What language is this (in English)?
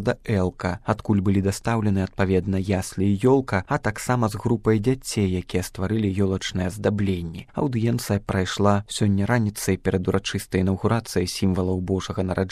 Belarusian